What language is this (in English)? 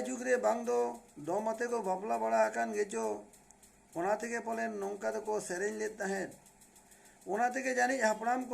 Santali